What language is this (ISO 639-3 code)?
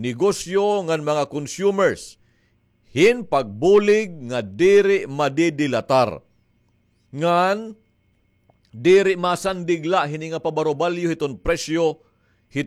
war